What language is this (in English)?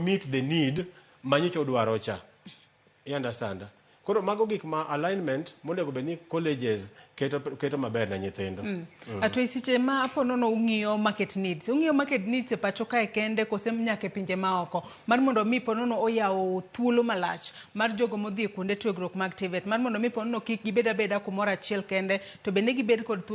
Luo (Kenya and Tanzania)